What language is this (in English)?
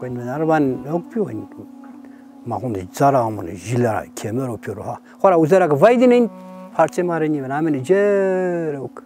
Zaza